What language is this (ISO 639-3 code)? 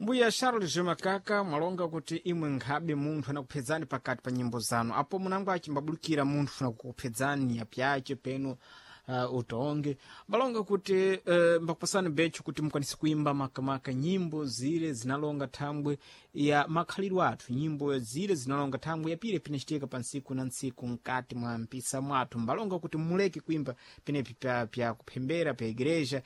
seh